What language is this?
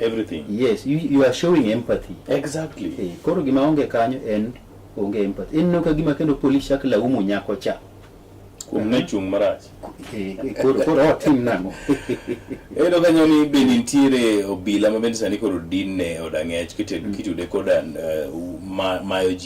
Luo (Kenya and Tanzania)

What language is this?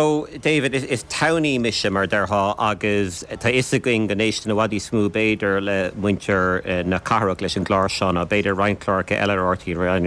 Irish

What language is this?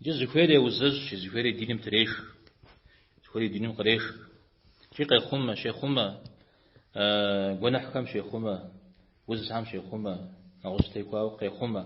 Kabardian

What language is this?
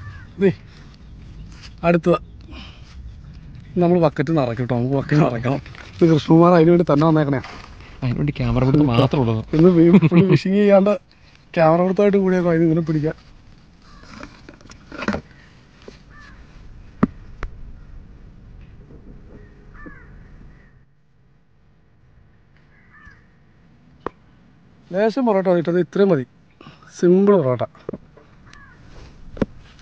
Malayalam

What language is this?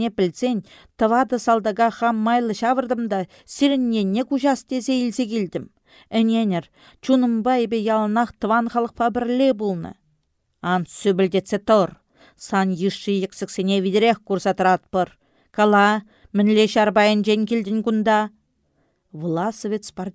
Chuvash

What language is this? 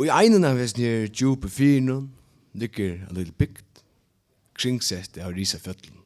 Faroese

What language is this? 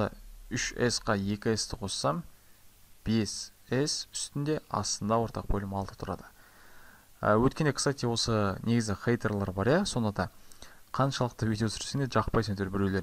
Kazakh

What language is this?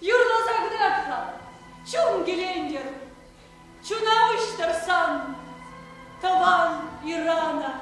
Chuvash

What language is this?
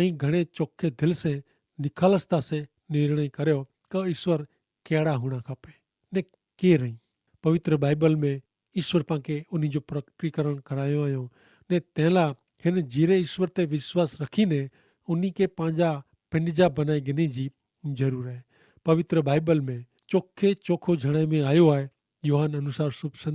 Kachhi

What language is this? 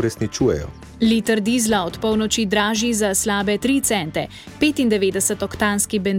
Slovenian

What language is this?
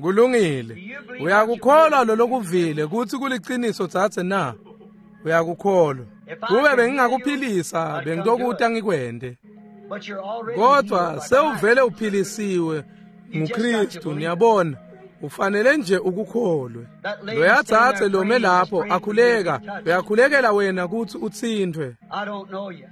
Swati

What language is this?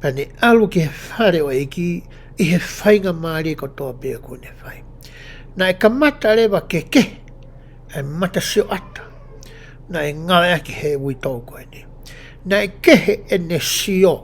Tongan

